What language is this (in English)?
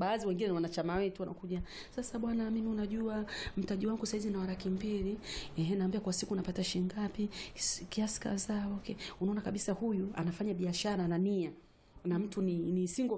Swahili